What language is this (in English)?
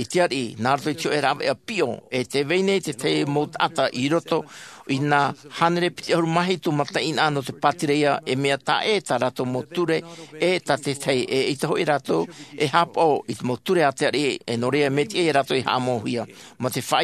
Tahitian